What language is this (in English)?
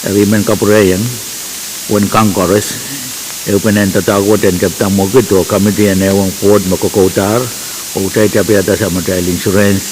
Pohnpeian